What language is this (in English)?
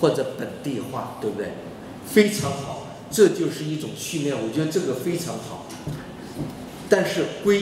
Chinese